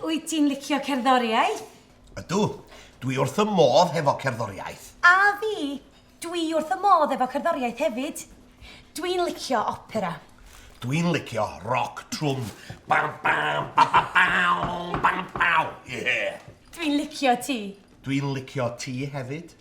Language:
Welsh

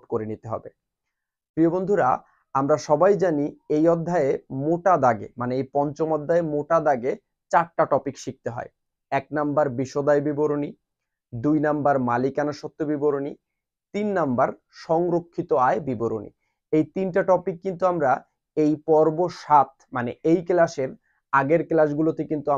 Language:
Bangla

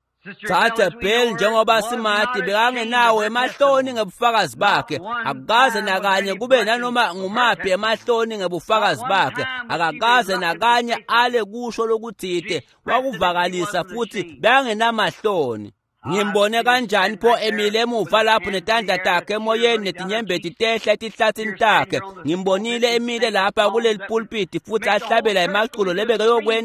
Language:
Swati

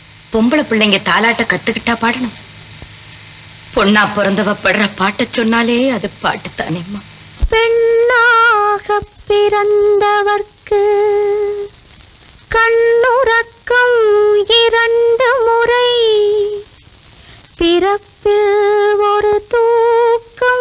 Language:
Tamil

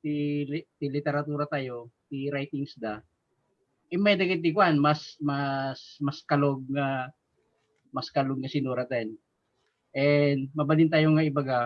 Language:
Iloko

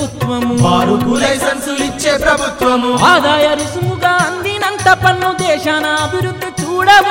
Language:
Telugu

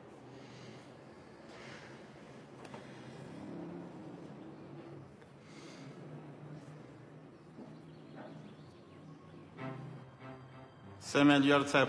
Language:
Persian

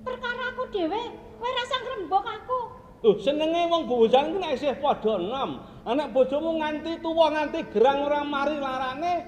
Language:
Javanese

